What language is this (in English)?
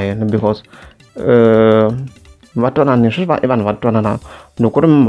Tsonga